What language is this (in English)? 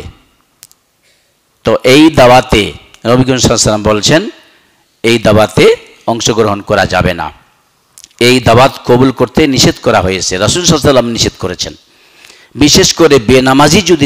Bangla